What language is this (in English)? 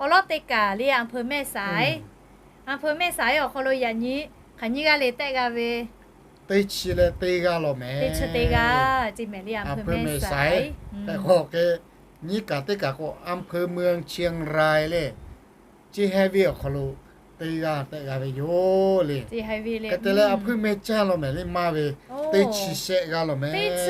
Lahu